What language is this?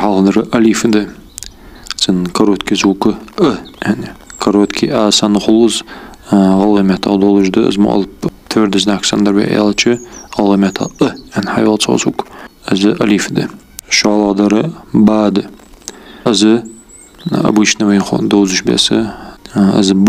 Ingush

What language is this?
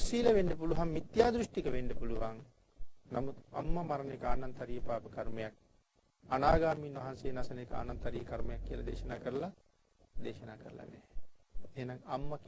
Sinhala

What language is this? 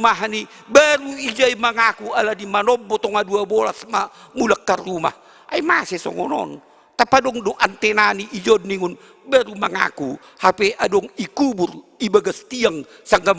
Batak Simalungun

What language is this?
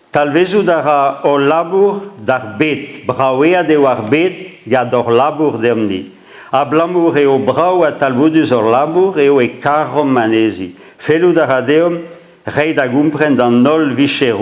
Breton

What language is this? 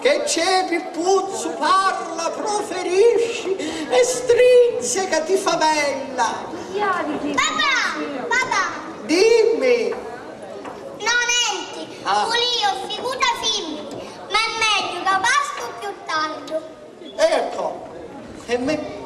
Sicilian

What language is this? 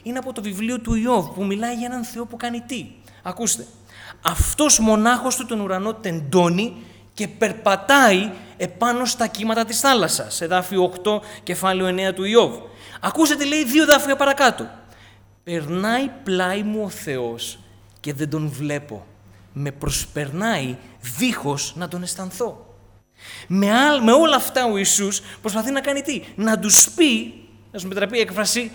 Greek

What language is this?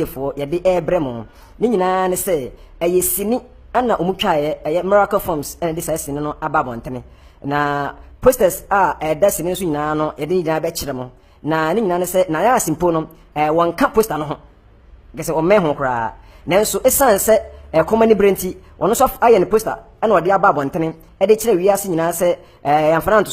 Akan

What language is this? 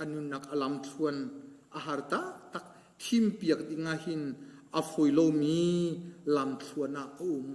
Hakha Chin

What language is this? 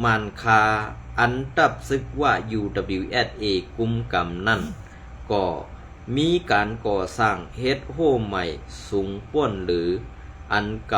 Shan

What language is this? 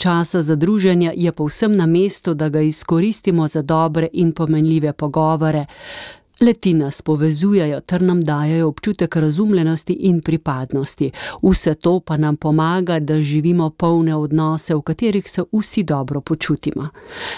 Slovenian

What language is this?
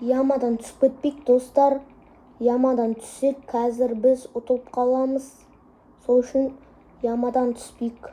Kazakh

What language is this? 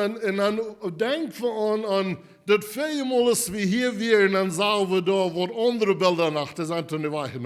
Plautdietsch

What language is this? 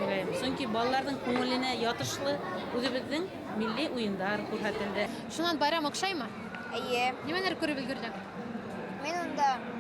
Bashkir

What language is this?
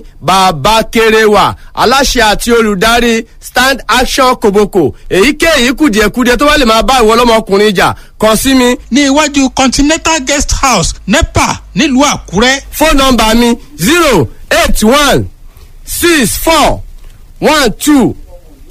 Yoruba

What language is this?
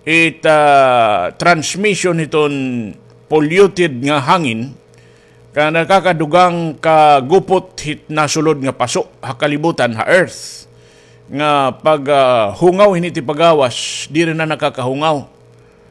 Waray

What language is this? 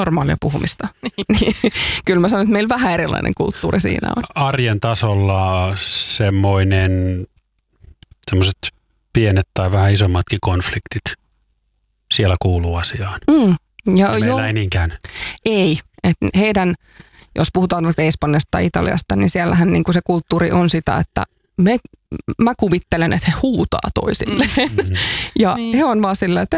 Finnish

